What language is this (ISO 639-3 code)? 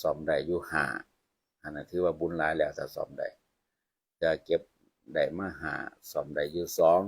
tts